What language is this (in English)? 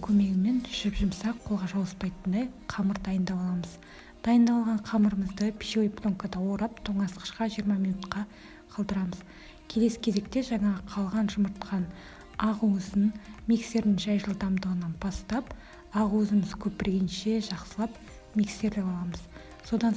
Kazakh